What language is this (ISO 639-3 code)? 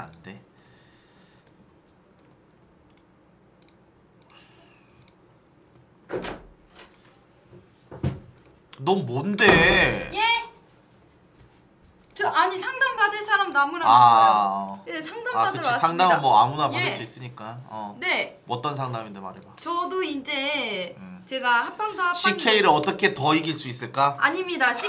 kor